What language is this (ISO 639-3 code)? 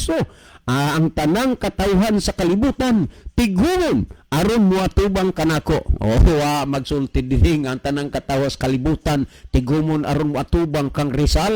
ceb